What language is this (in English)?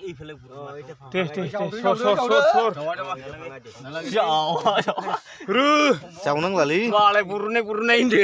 Bodo